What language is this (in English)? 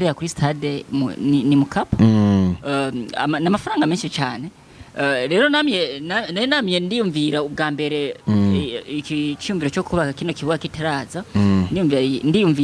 Rundi